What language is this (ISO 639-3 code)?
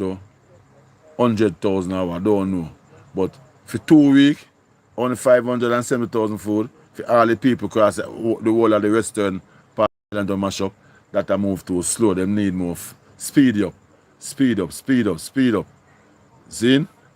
jam